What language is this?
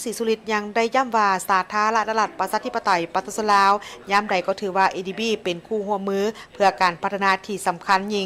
Lao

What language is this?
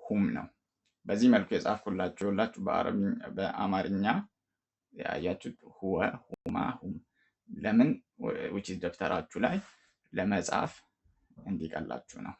Amharic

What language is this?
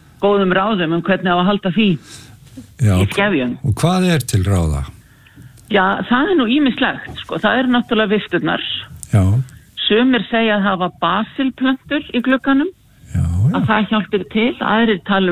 Icelandic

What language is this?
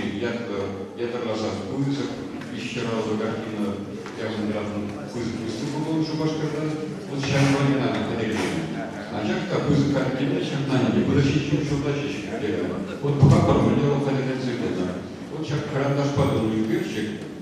Chuvash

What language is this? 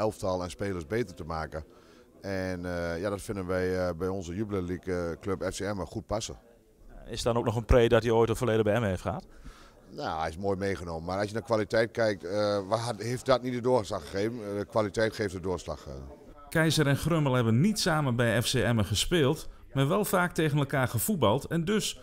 Dutch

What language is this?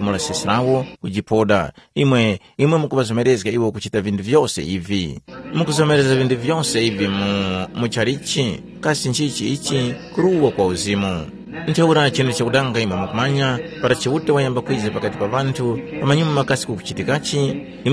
Tumbuka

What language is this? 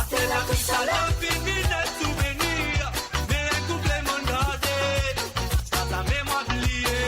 Morisyen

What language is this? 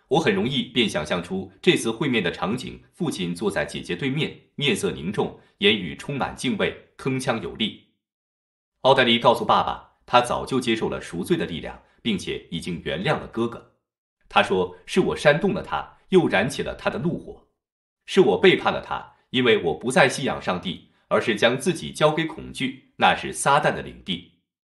Chinese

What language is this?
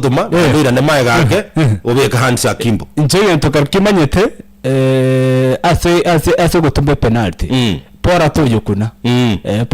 Gusii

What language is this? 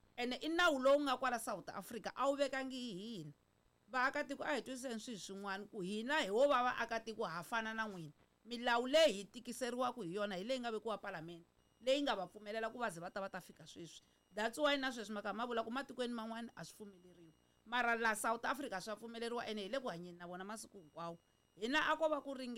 Tsonga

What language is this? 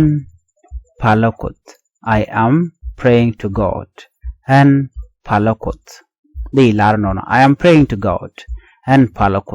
Nuer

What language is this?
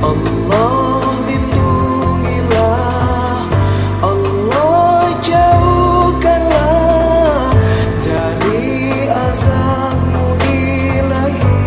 Musi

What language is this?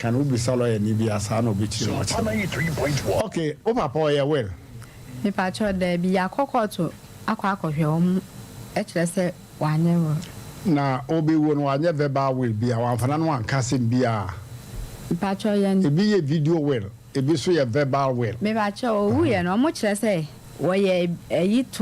Akan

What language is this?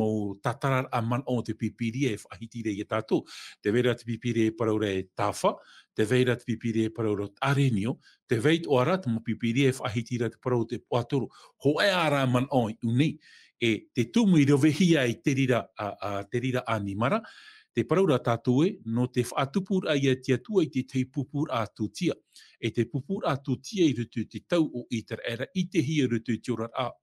Tahitian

